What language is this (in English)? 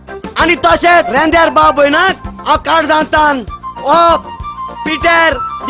Konkani